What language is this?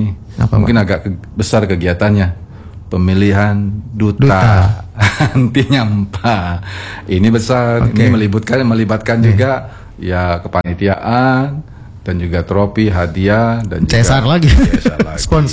Indonesian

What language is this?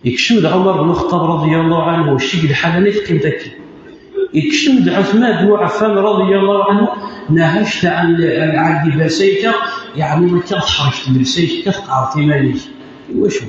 Kabyle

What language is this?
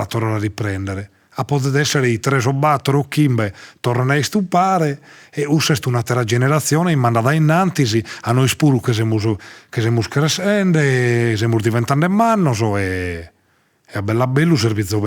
Sardinian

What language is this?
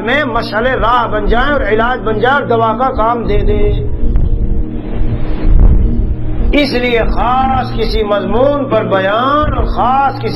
Urdu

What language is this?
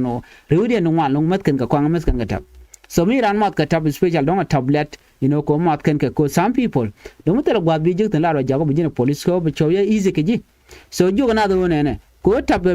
Nuer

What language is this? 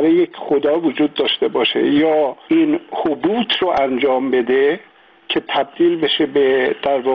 Persian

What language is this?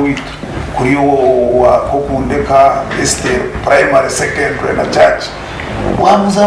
Nyankole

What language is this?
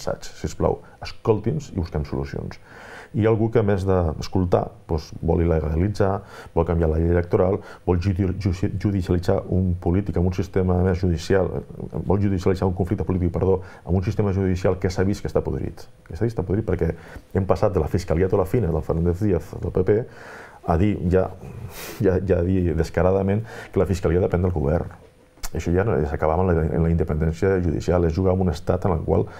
Catalan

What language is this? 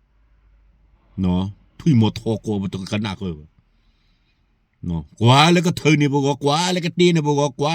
S'gaw Karen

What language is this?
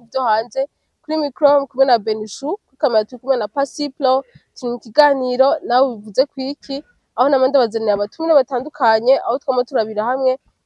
Rundi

